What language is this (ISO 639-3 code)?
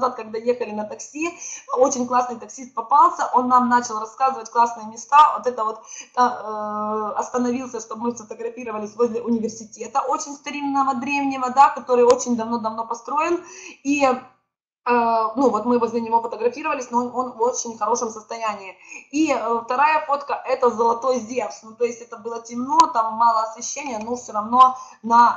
rus